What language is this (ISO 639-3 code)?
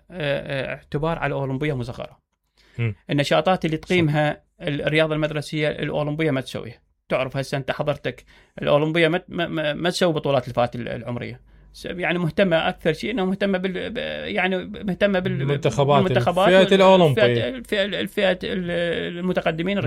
acm